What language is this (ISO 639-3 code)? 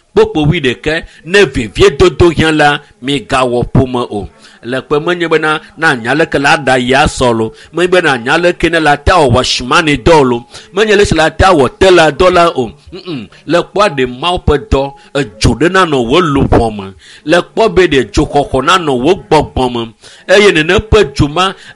ewe